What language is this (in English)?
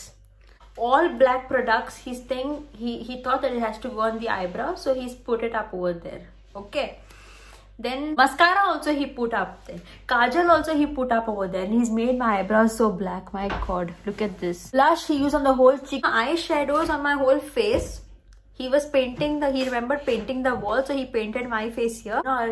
Konkani